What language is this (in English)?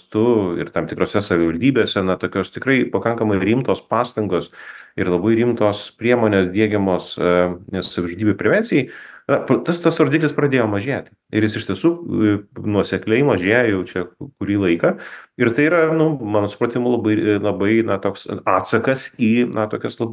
Lithuanian